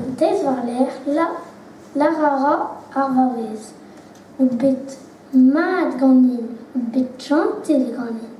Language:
Breton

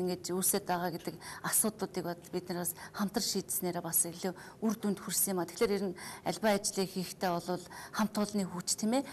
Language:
Mongolian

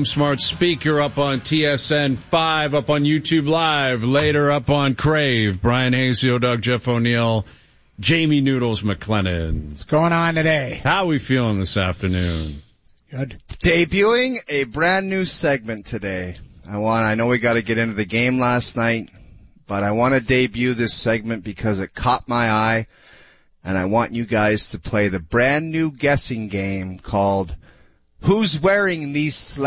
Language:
English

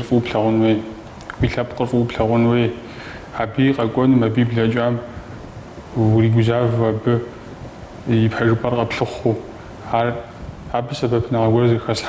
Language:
Kabardian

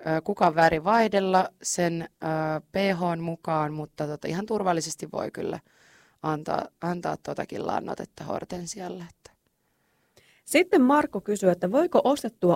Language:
Finnish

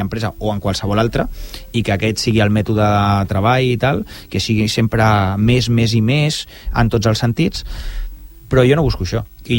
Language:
Catalan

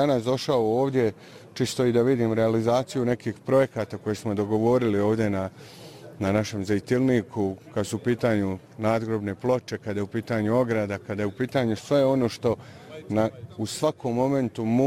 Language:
Bosnian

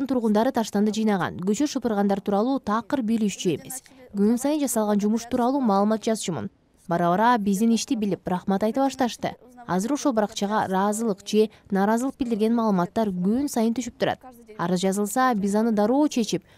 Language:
Kyrgyz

